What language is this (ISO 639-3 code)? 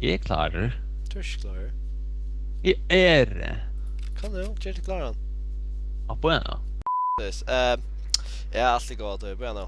fao